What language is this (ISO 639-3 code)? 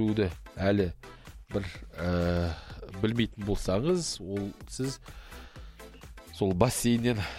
kaz